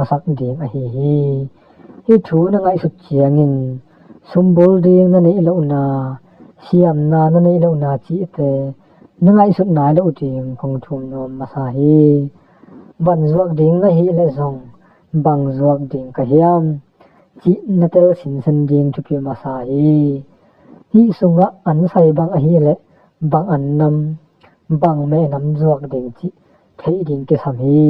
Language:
Tedim Chin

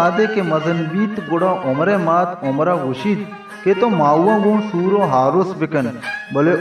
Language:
Baluchi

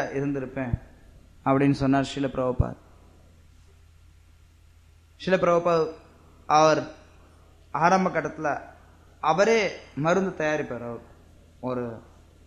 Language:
Tamil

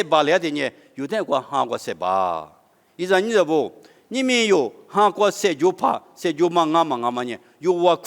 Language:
Lisu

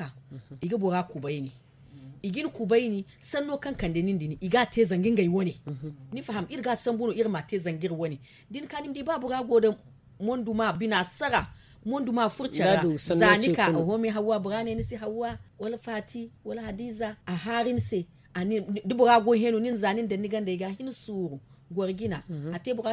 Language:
Zarma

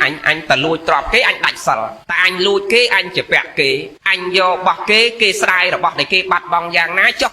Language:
Khmer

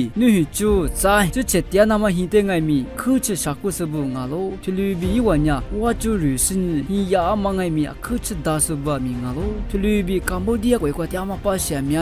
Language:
Lisu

